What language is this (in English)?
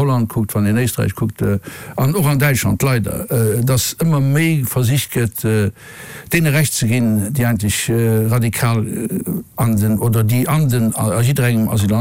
Luxembourgish